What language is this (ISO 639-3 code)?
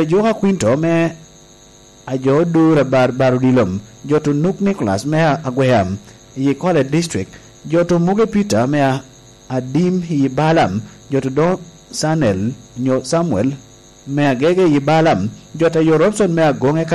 laj